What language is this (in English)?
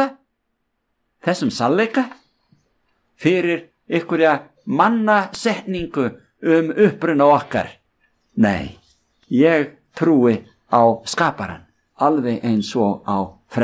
Icelandic